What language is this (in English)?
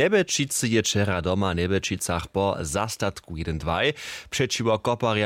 Upper Sorbian